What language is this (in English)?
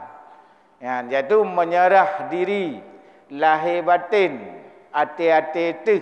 Achinese